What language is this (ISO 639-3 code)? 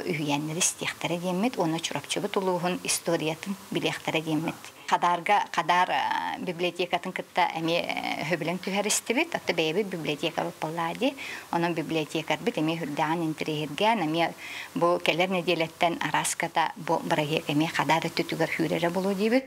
sah